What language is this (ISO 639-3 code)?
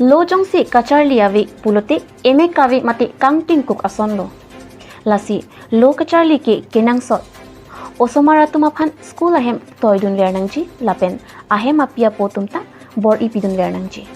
mjw